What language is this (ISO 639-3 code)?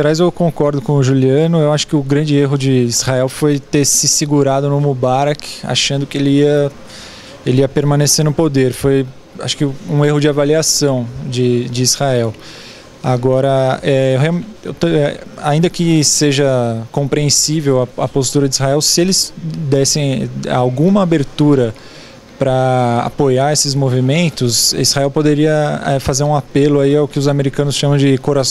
por